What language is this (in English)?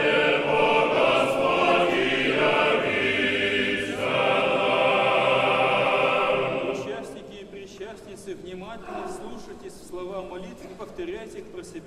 Russian